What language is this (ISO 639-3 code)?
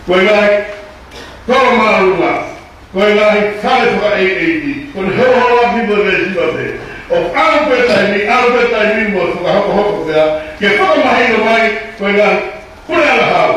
ton